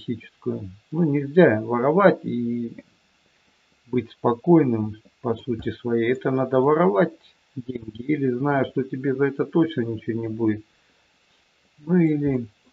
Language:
Russian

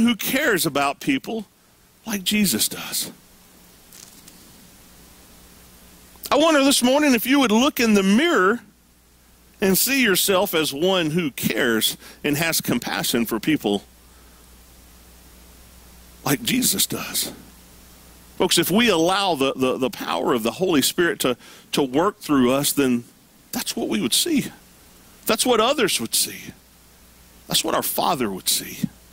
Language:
English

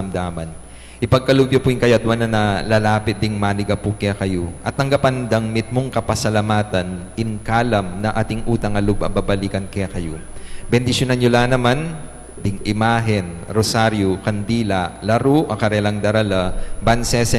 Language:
Pampanga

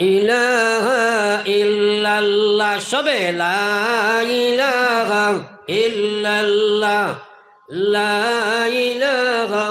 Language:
Sylheti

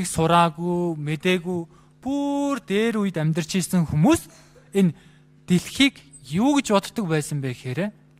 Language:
Mongolian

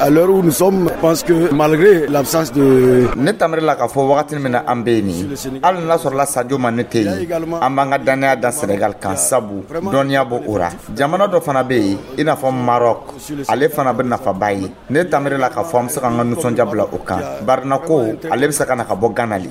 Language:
Dyula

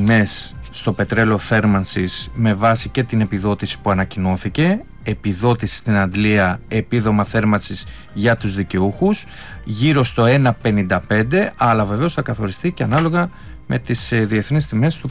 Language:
Greek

